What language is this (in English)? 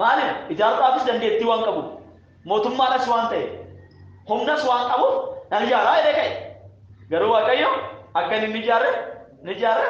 Oromo